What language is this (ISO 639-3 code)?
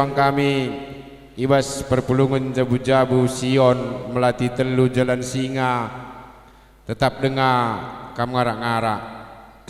btx